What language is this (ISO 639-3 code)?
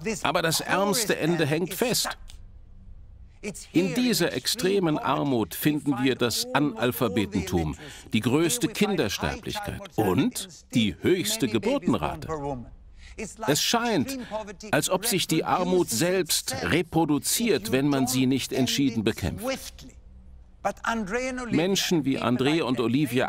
deu